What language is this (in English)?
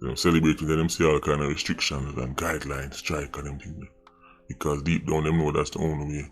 Jamaican Creole English